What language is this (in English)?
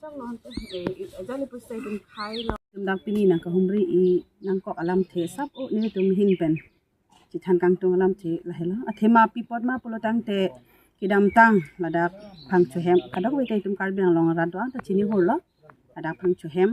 Karbi